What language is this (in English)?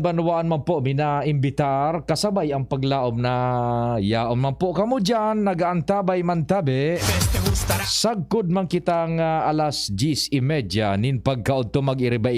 Bikol